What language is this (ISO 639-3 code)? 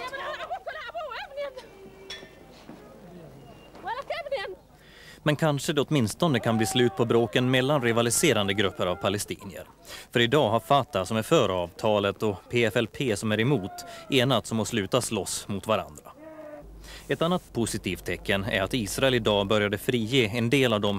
swe